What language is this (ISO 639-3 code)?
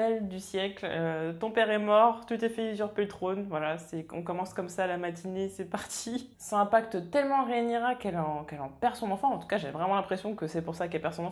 fra